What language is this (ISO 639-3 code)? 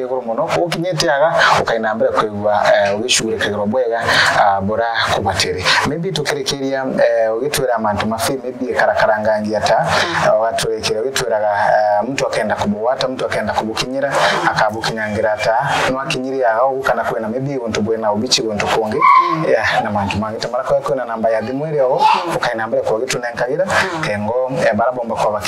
mer